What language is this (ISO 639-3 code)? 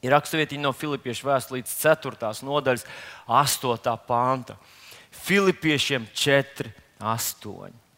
lav